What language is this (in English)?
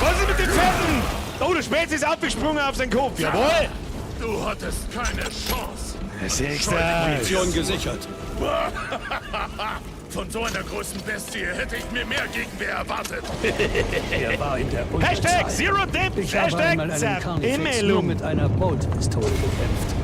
Bavarian